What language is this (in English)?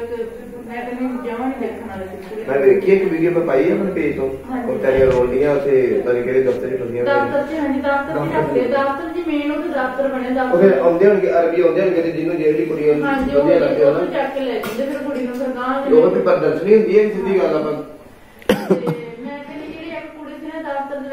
Punjabi